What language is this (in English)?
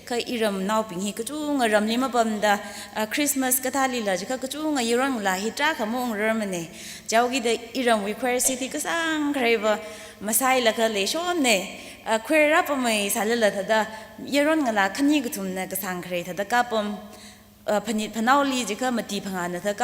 Tangkhul Naga (India)